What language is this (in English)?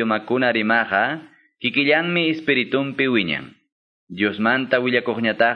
Quechua